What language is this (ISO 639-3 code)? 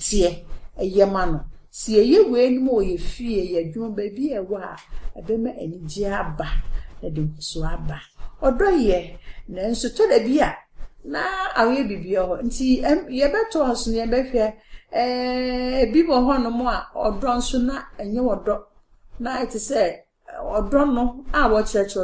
aka